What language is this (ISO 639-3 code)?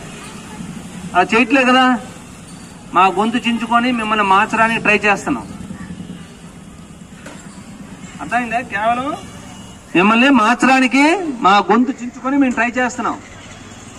tel